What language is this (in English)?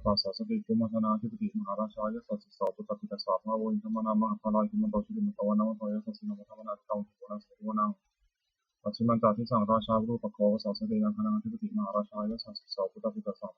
Pali